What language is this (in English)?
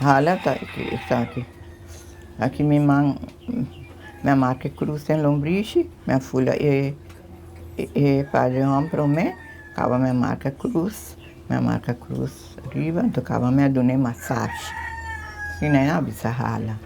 Papiamento